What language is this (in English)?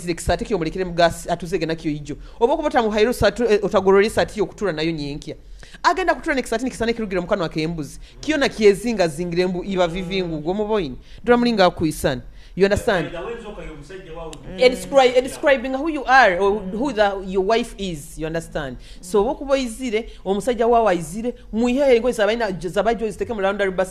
Nyoro